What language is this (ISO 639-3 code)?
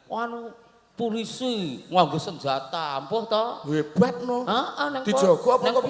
jav